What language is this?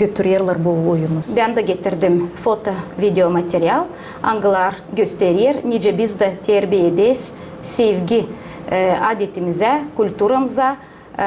Gagauz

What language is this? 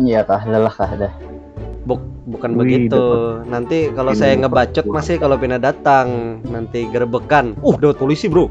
Banjar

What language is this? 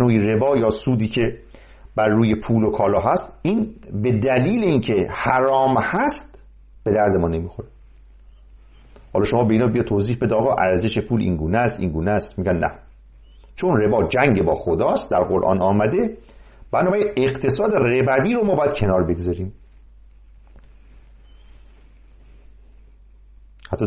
Persian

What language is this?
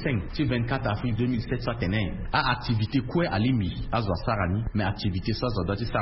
Sango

